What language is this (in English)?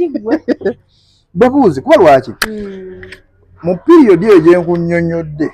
Ganda